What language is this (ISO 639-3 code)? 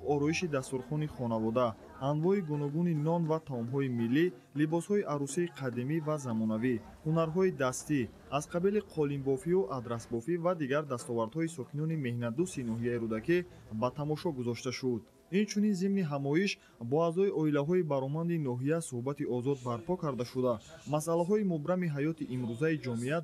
tgk